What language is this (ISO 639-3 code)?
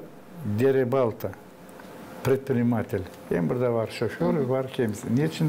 gag